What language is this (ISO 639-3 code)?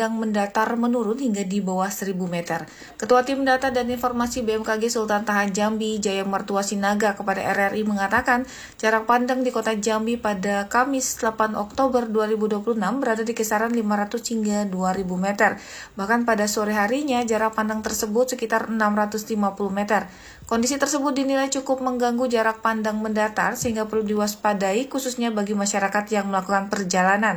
ind